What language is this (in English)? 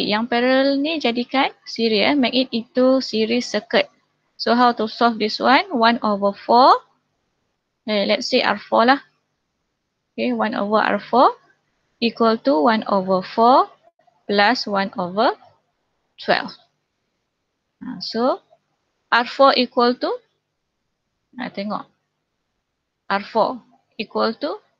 Malay